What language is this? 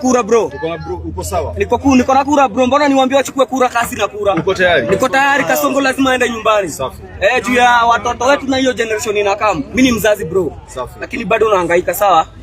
Kikuyu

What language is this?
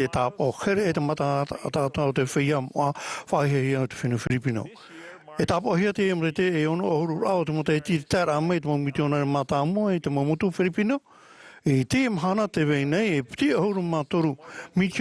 Tahitian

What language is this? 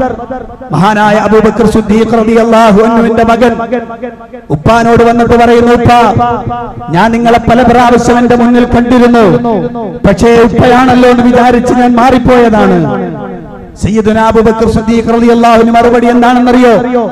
Malayalam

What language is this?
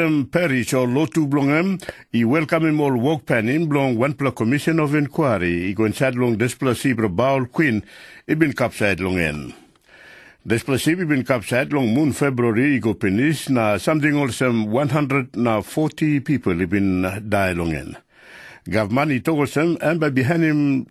Tok Pisin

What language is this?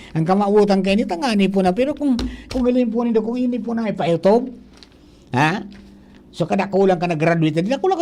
Bikol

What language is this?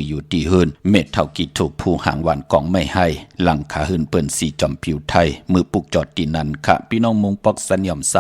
Shan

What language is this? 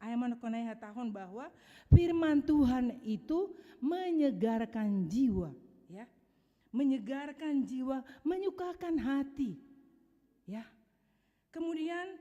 Batak Simalungun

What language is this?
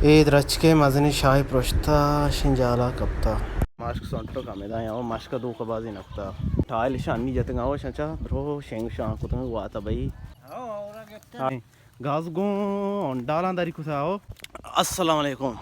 Baluchi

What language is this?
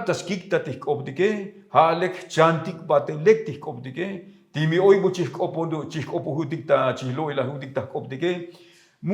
Tzotzil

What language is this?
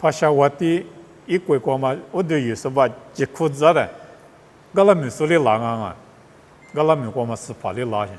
Lisu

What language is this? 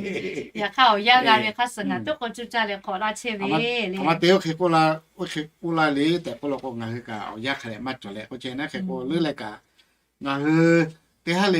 Lahu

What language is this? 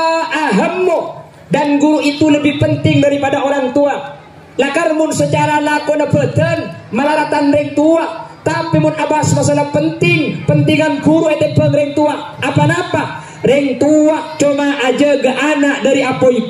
Madurese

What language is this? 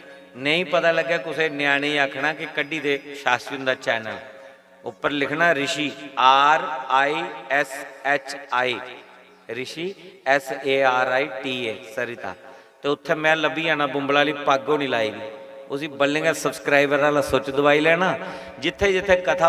Dogri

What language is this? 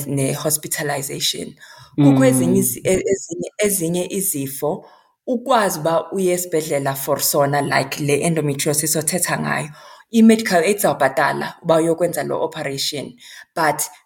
Xhosa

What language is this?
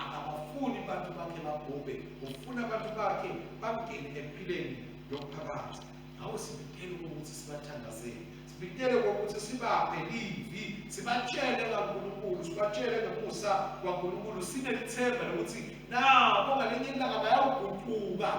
Swati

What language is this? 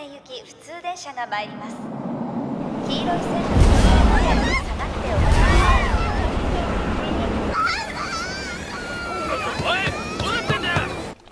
Japanese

